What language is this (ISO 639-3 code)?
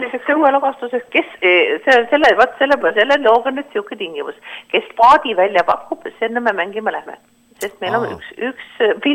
est